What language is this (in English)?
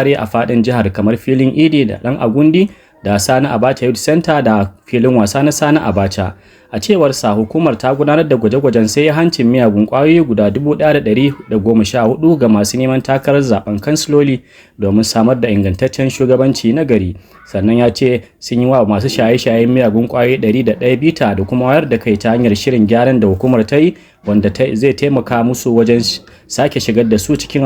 Hausa